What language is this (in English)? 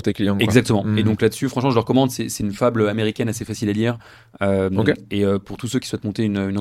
French